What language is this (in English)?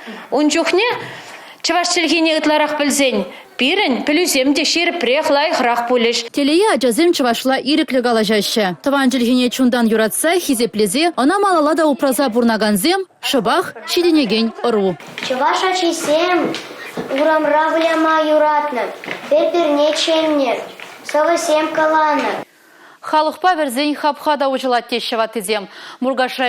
Chuvash